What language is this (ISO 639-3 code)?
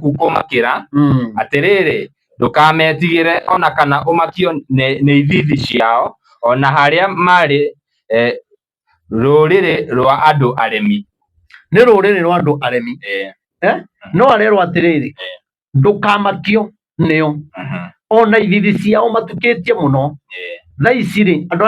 kik